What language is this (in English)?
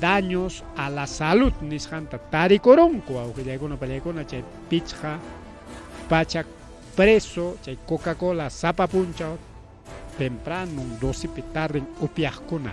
Ayacucho Quechua